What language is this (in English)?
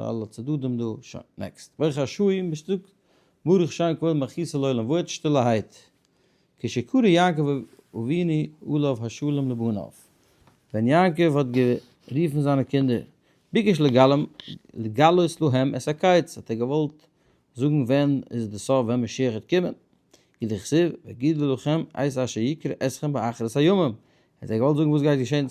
Yiddish